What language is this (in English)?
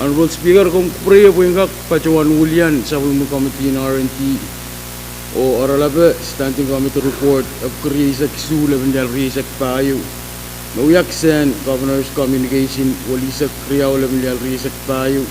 Pohnpeian